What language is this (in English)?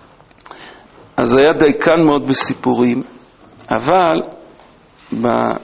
Hebrew